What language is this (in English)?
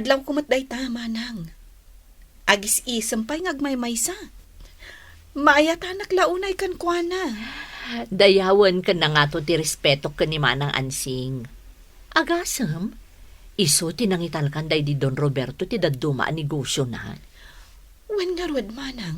Iloko